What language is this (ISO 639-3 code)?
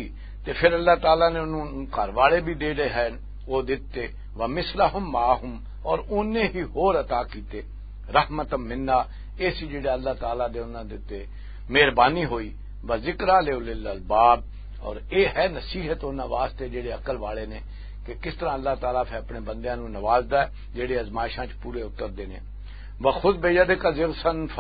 lah